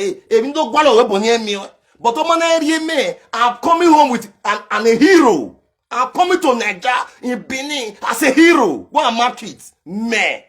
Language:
Nigerian Pidgin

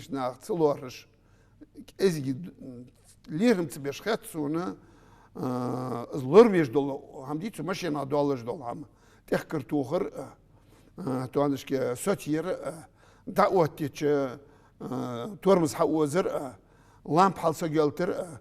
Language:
Ingush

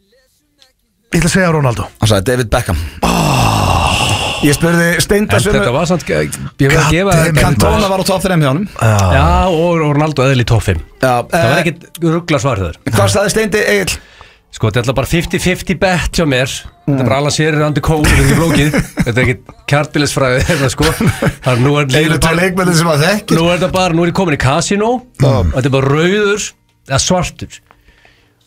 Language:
Icelandic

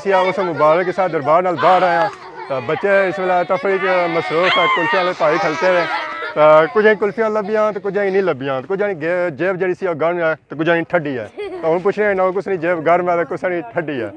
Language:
Pahari-Potwari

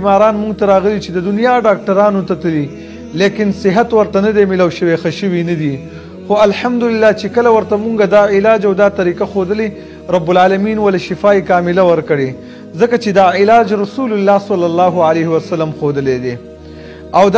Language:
Pashto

